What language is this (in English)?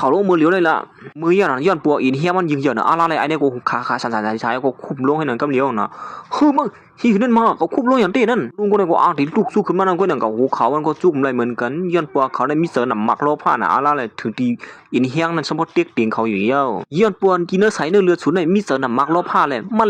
Shan